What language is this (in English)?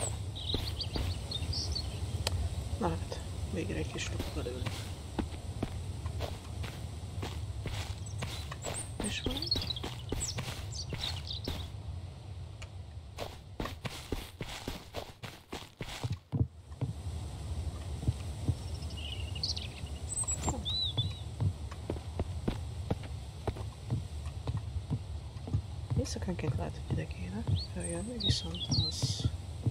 Hungarian